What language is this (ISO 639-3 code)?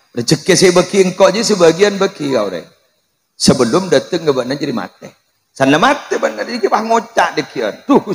mad